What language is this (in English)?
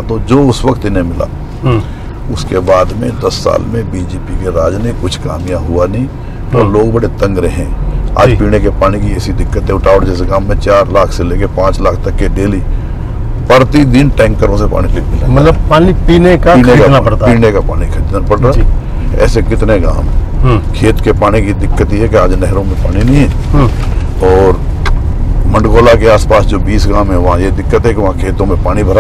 Hindi